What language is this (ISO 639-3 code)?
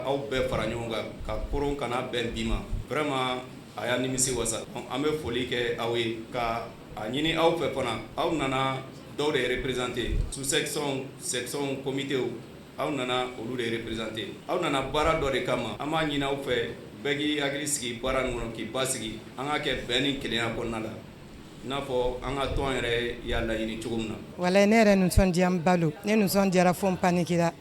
bam